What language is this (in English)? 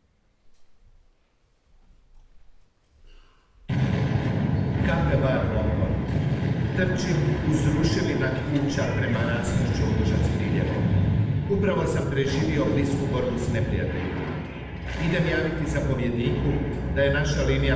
Croatian